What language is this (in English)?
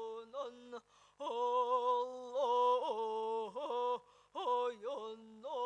Yakut